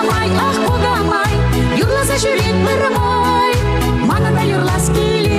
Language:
Chuvash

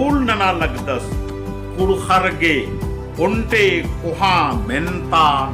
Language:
Kurukh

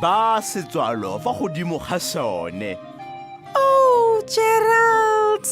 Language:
Tswana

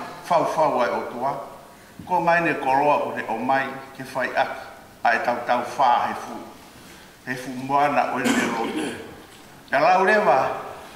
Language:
Tongan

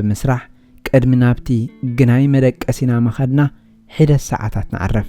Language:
Tigrinya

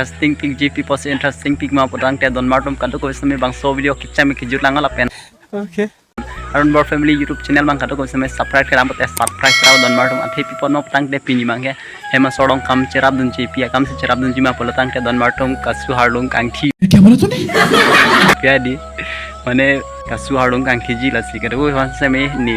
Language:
Karbi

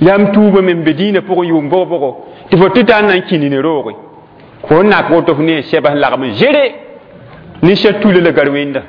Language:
Mossi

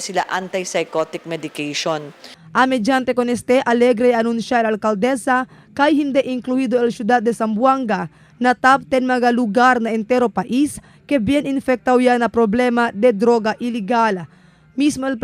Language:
Chavacano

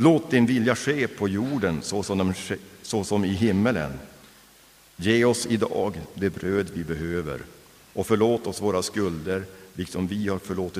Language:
Swedish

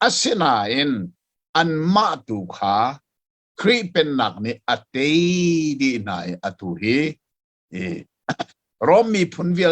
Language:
Hakha Chin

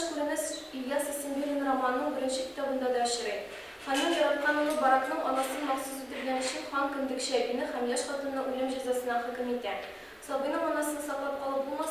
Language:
Tatar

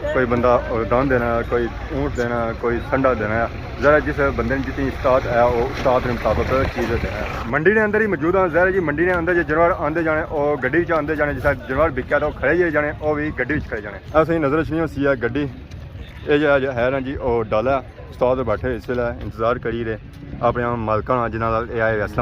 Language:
Pahari-Potwari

